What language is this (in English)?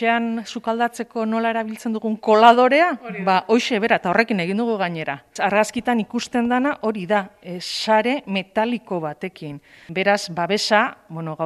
Basque